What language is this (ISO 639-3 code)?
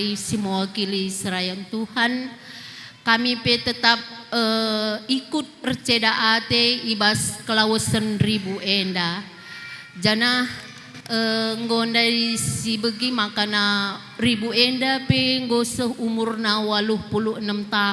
btx